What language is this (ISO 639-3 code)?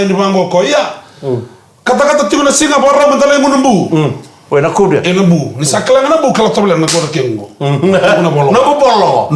fij